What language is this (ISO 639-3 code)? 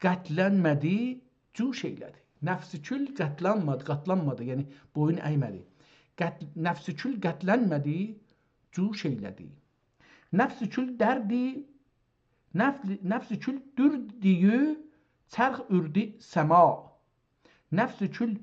azb